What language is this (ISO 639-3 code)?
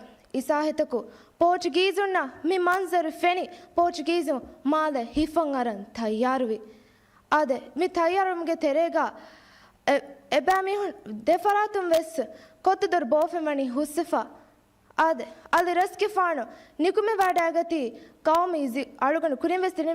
div